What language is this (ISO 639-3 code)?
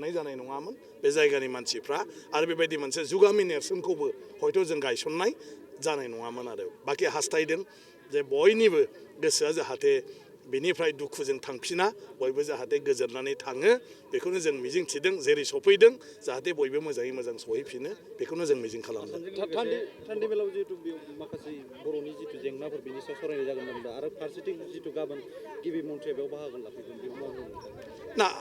brx